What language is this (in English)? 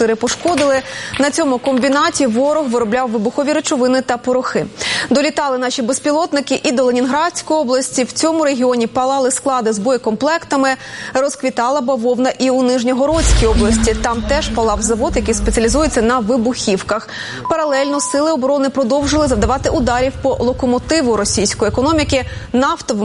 Ukrainian